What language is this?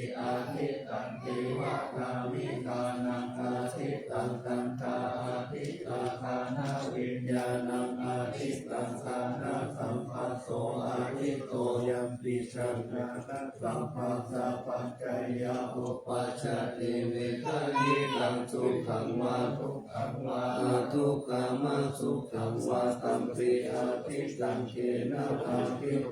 Pali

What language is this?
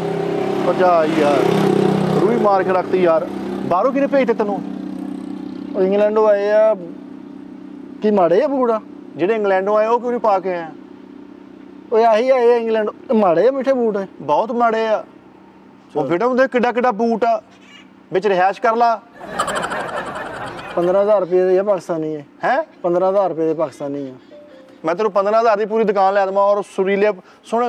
Punjabi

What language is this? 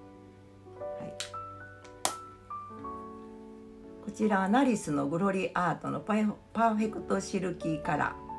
Japanese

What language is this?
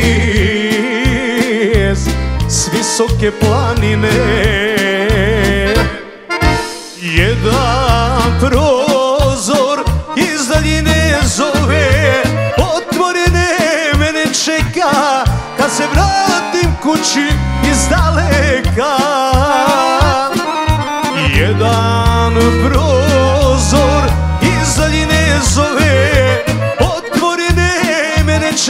Croatian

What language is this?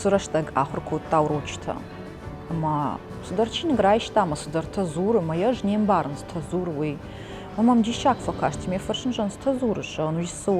Ossetic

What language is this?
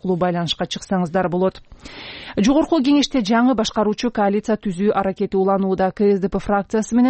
Kyrgyz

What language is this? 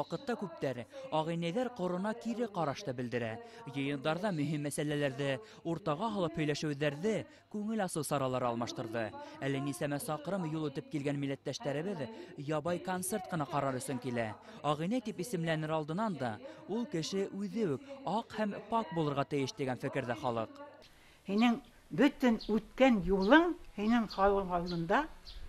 Bashkir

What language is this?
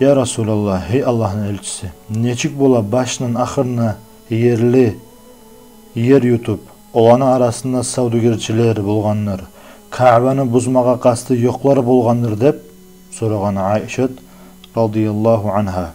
Kumyk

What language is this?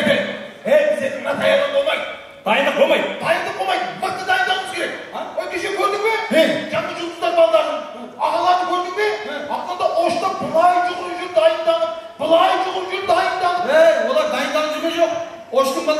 Kara-Kalpak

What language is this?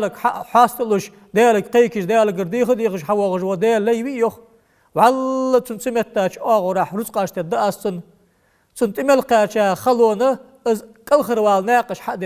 Ingush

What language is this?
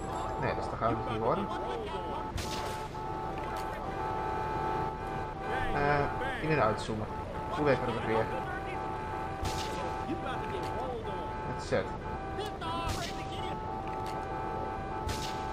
Dutch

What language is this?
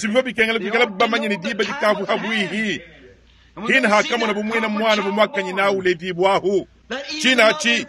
Luba-Lulua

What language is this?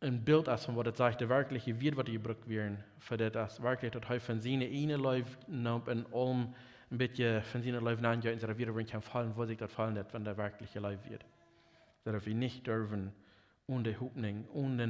Plautdietsch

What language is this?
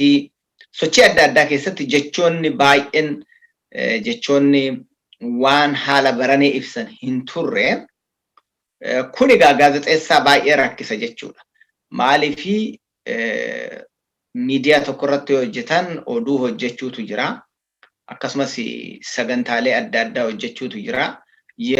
Oromo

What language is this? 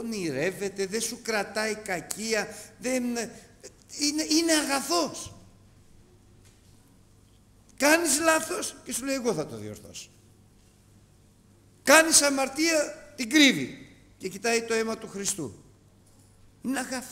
Greek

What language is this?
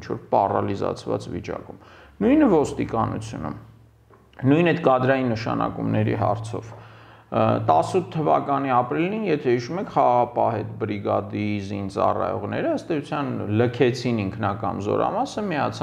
Armenian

